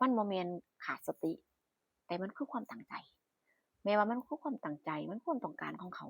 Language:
Northeastern Thai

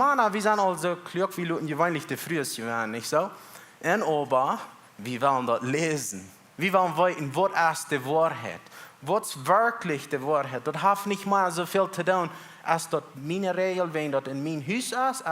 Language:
Plautdietsch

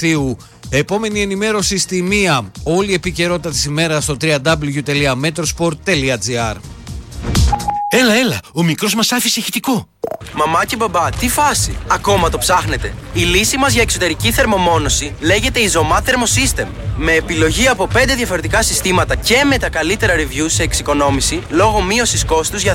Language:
Greek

